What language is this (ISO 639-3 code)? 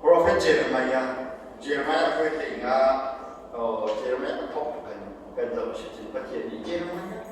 cnh